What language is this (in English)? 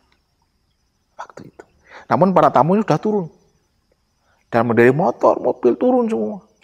Indonesian